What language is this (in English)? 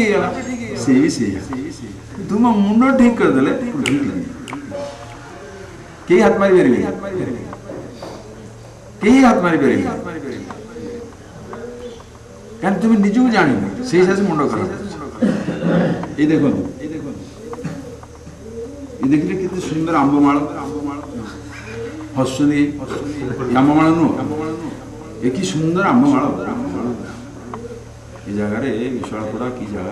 Odia